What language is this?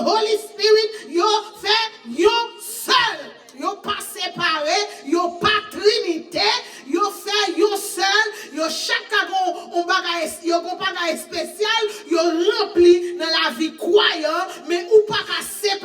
Haitian Creole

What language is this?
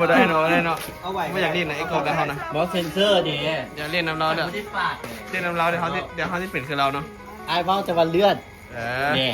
Northeastern Thai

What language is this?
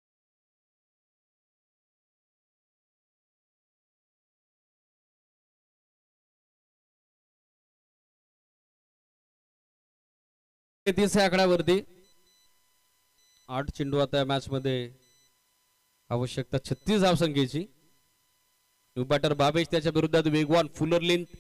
Marathi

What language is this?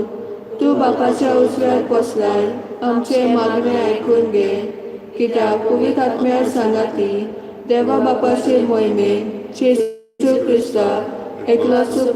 Konkani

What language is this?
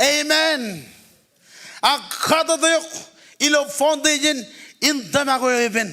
Marshallese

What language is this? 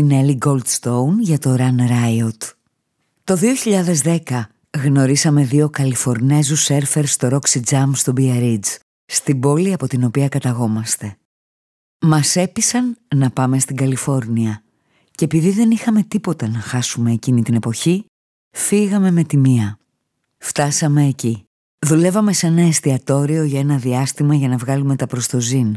Greek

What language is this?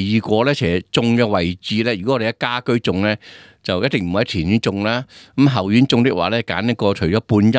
Cantonese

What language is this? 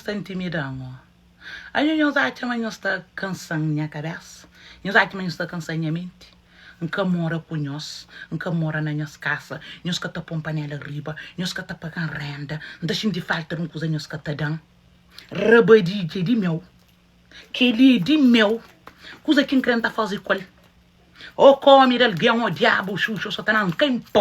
Kabuverdianu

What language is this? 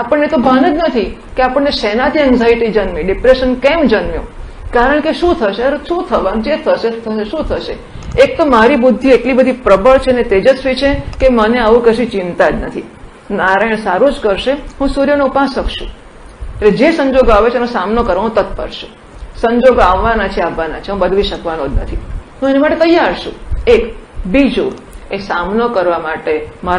Gujarati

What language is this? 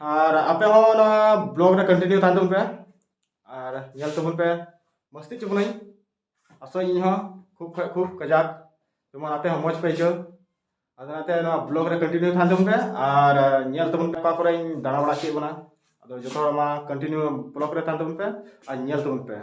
Santali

